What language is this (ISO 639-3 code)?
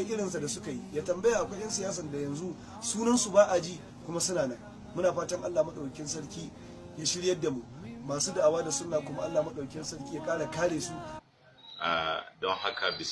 hau